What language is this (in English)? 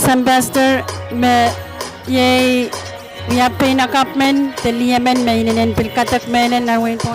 Pohnpeian